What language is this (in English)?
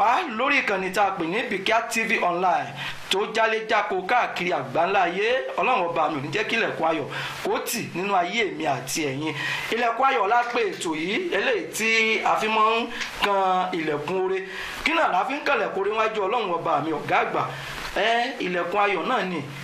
Yoruba